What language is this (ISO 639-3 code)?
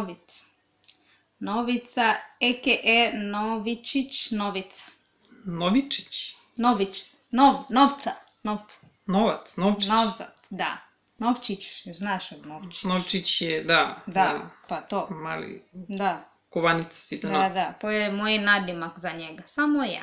srp